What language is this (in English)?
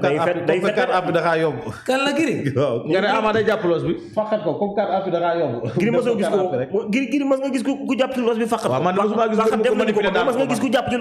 Wolof